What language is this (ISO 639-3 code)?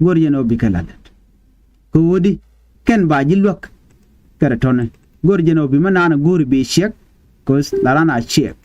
nus